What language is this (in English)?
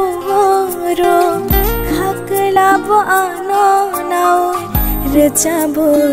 Kok Borok